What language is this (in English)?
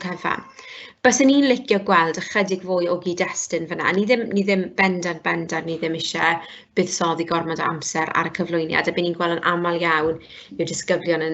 Welsh